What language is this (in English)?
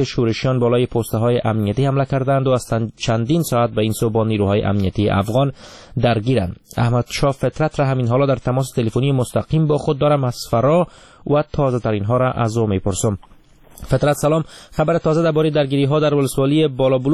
Persian